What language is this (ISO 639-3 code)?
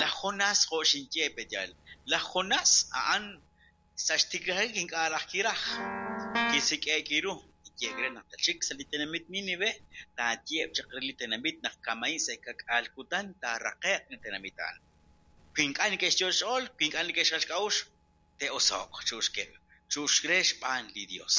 kek